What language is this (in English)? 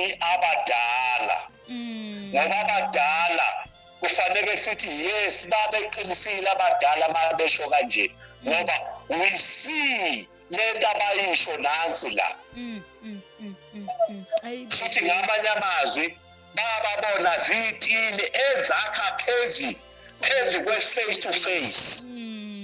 Zulu